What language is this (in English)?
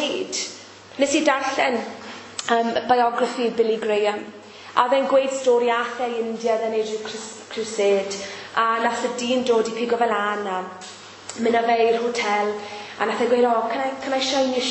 Welsh